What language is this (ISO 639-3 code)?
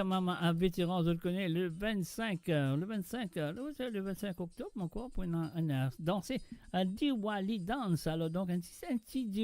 mfe